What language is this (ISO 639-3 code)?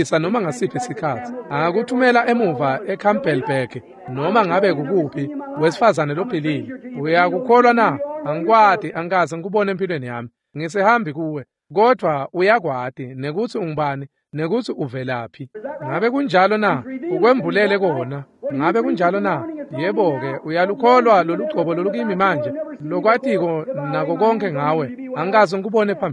ssw